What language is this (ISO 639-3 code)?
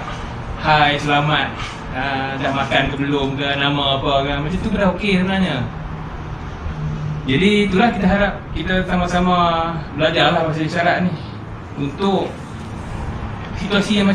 msa